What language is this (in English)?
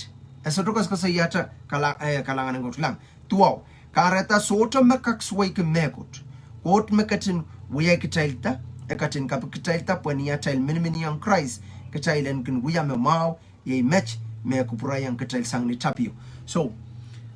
Pohnpeian